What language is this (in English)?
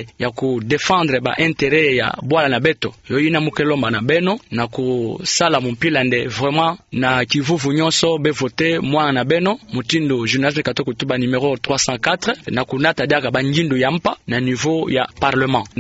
Kituba (Democratic Republic of Congo)